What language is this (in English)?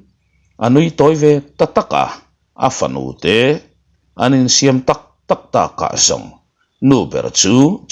Mizo